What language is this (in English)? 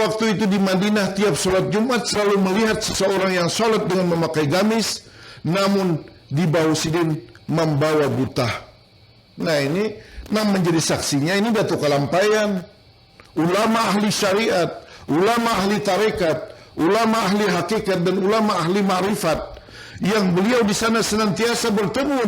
Banjar